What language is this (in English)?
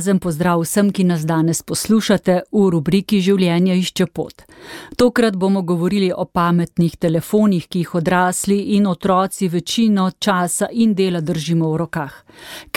Slovenian